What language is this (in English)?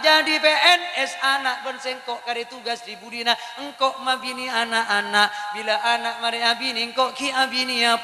Madurese